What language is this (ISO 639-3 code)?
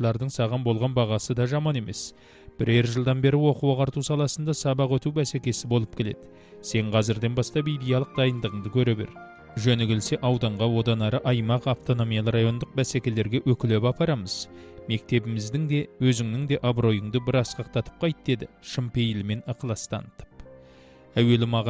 kaz